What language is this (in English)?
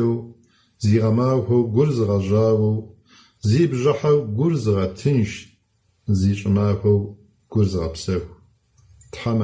Kabardian